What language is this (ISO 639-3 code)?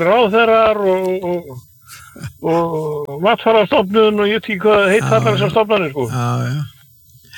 isl